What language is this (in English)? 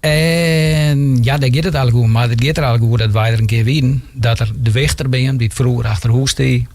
Western Frisian